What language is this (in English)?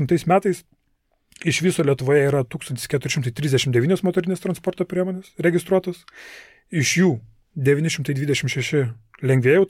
Lithuanian